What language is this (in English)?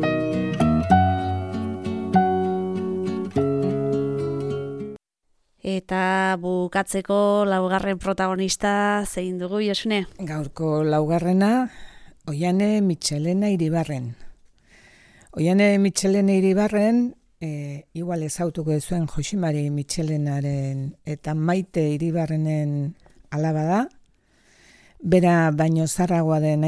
Basque